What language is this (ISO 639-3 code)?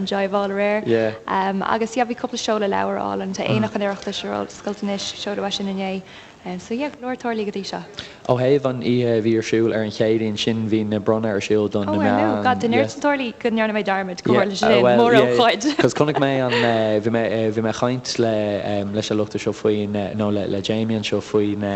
gle